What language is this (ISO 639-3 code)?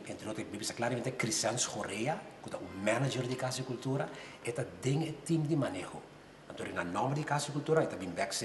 pap